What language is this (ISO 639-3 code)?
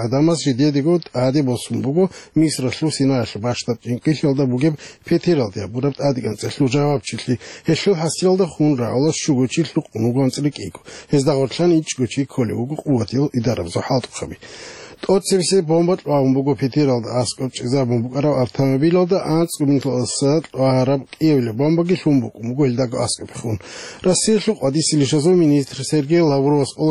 ava